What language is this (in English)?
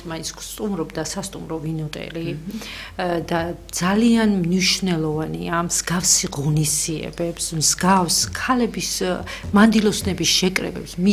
Georgian